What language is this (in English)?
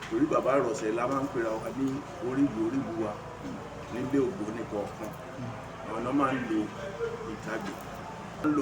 Yoruba